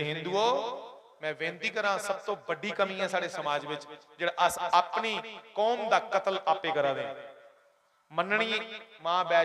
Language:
Dogri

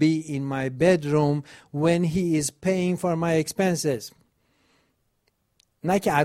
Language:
Persian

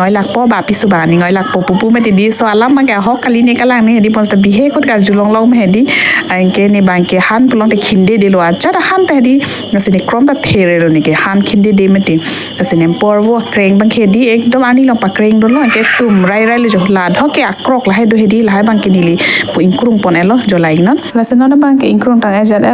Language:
Karbi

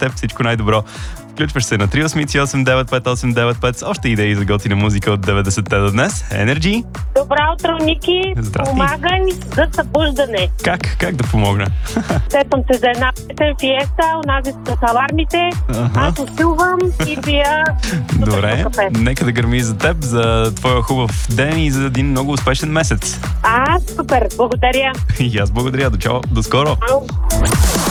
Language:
Bulgarian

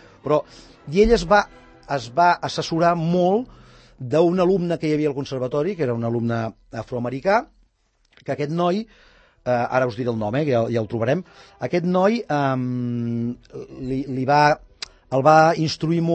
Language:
Catalan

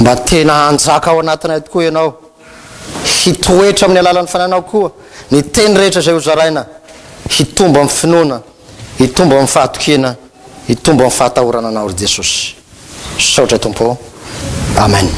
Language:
Malagasy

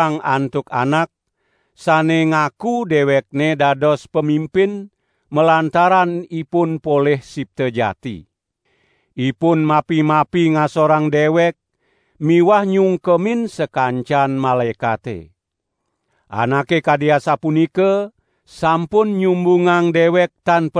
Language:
Balinese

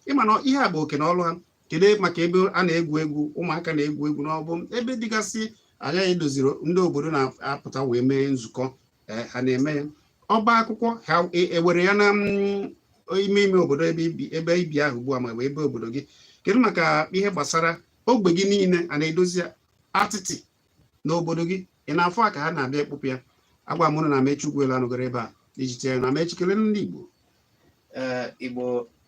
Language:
Igbo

